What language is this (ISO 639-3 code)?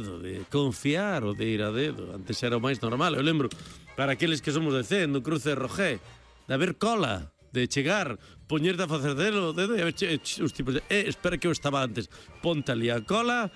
glg